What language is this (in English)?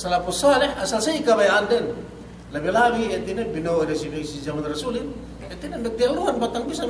Yakan